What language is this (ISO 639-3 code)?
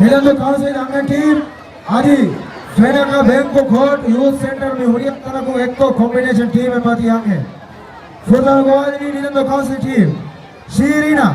div